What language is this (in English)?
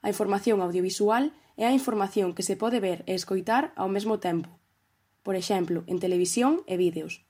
Galician